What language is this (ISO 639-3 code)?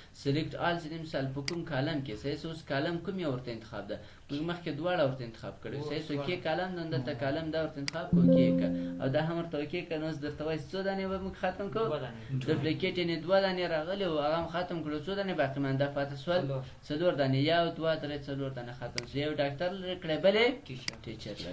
pus